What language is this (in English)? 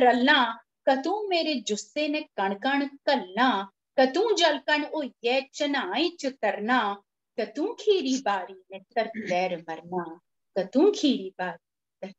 Dogri